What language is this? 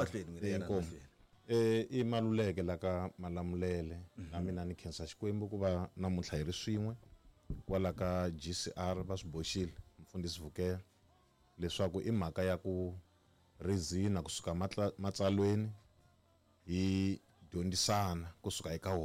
Tsonga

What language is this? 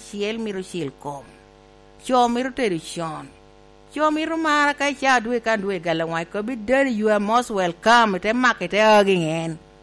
Lango (Uganda)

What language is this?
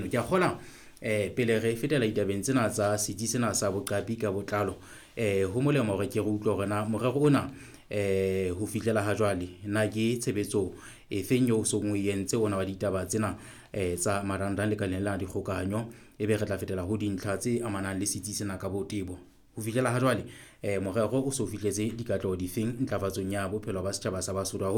Southern Sotho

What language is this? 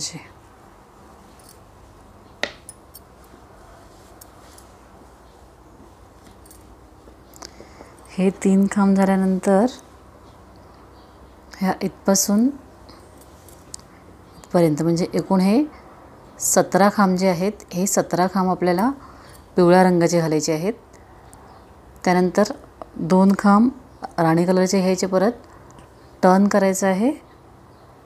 Marathi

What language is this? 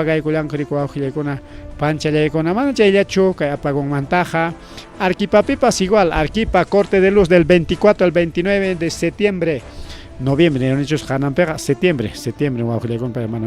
Ayacucho Quechua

